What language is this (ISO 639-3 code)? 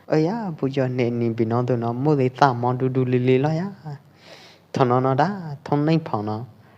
kjp